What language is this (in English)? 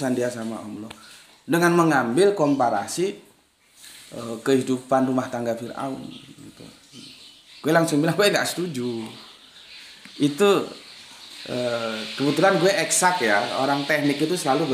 Indonesian